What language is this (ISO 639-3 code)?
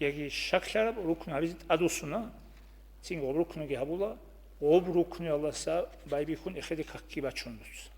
ava